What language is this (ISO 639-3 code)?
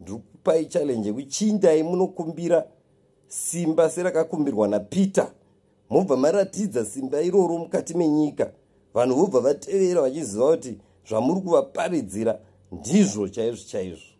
sna